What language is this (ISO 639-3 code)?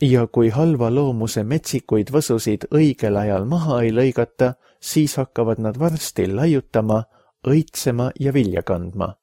est